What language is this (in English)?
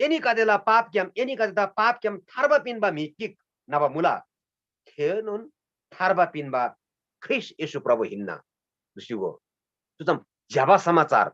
Eastern Tamang